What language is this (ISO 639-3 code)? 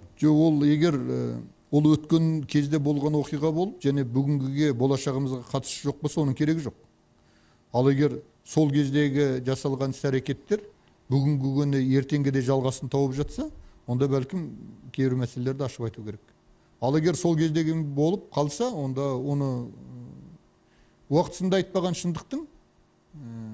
kaz